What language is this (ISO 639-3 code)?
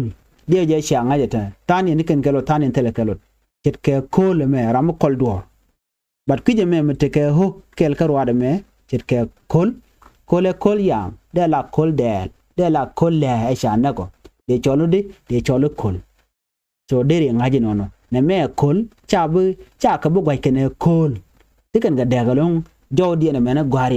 nus